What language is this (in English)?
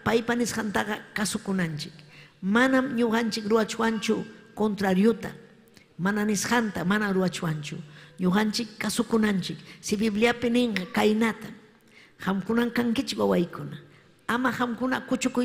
Ayacucho Quechua